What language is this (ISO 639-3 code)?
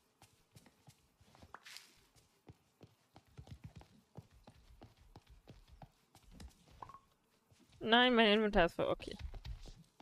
deu